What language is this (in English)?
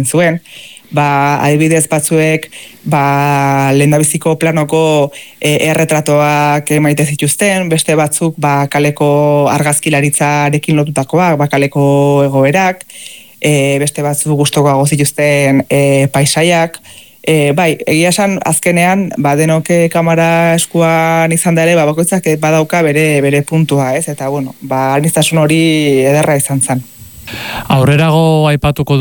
Basque